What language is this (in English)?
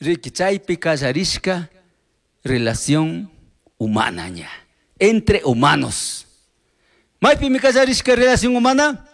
Chimborazo Highland Quichua